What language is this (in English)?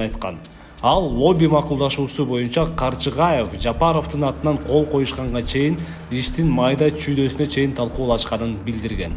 Kyrgyz